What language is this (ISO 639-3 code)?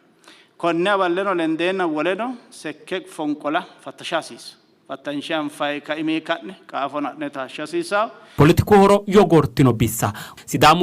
sid